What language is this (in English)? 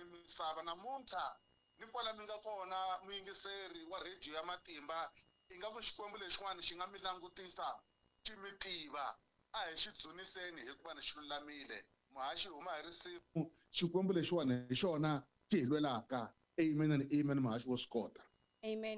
Tsonga